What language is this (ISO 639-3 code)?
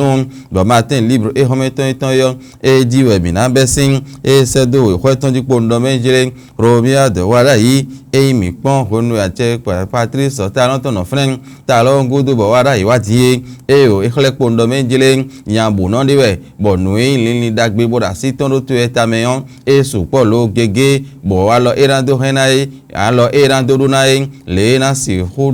fon